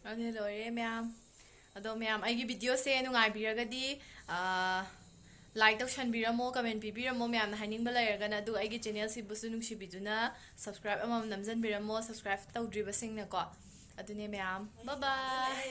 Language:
Manipuri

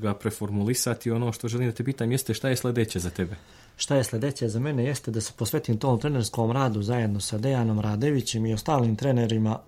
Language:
Serbian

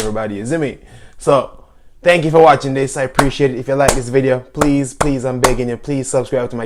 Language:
Jamaican Creole English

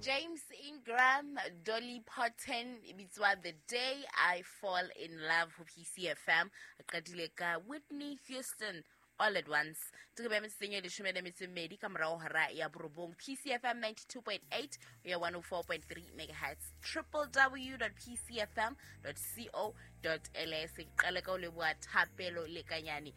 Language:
Southern Sotho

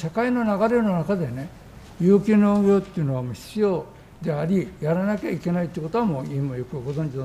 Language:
Japanese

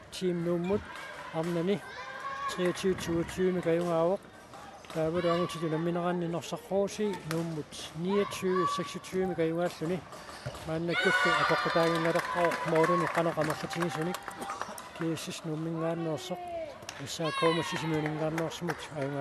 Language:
Kalaallisut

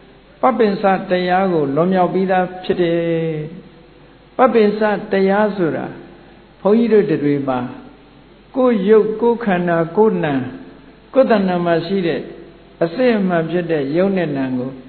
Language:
Burmese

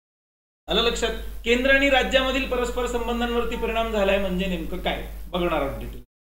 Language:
Marathi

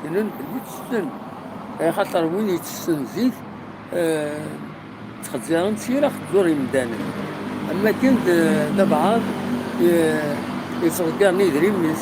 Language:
Kabyle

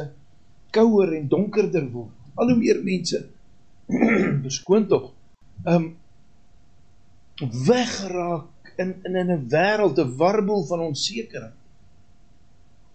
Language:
Afrikaans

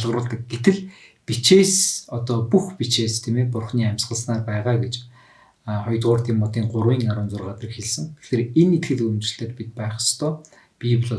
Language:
Mongolian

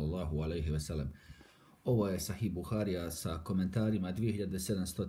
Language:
Bosnian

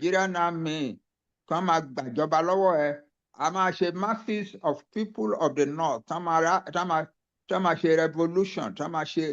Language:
Yoruba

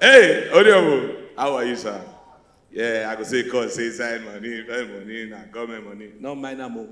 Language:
Nigerian Pidgin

